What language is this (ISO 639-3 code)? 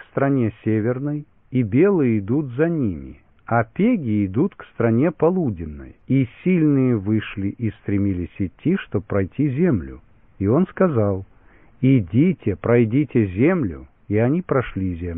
rus